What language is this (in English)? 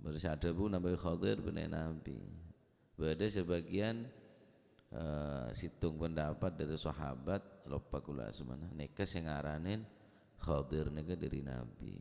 Madurese